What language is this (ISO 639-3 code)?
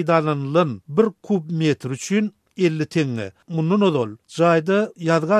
tuk